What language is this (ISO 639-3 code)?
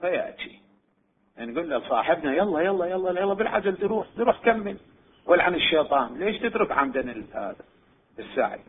acm